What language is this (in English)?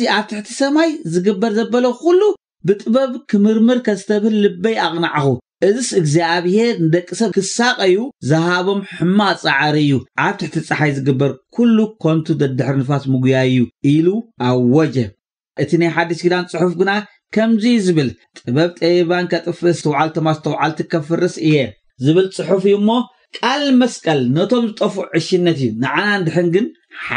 Tigrinya